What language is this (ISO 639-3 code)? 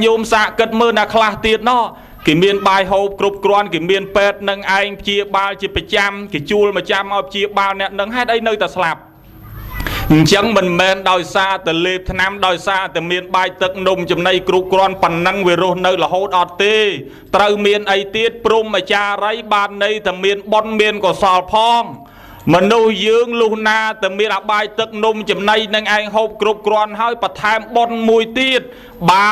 khm